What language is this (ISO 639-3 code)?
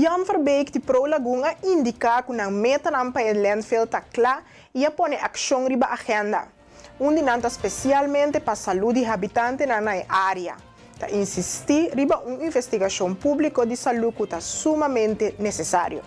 pap